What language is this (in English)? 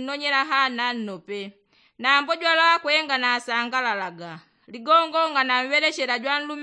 Yao